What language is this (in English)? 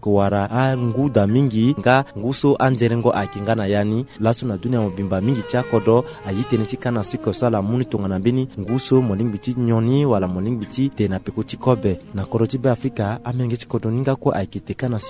Sango